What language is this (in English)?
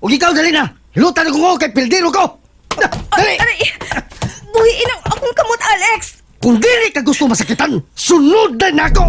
Cebuano